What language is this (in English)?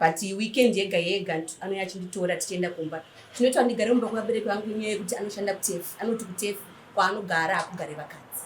Shona